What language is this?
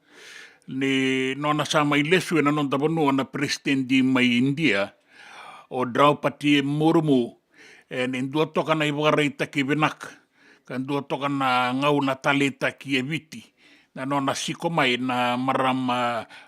Fijian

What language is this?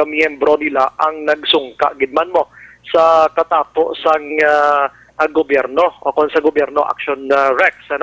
Hiligaynon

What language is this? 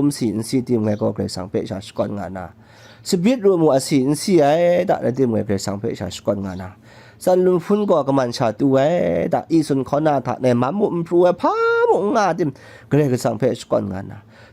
Kachin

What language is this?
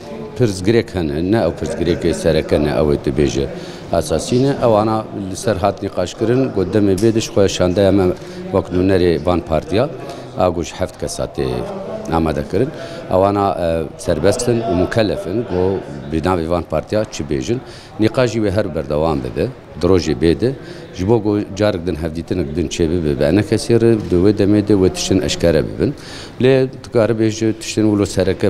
Kurdish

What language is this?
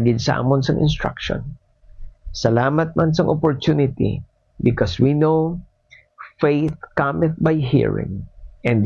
Hiligaynon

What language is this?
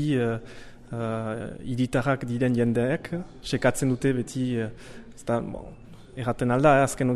Basque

